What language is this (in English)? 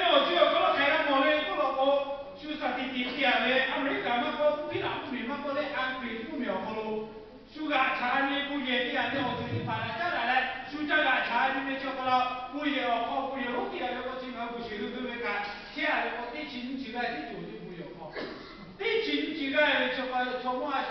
Lahu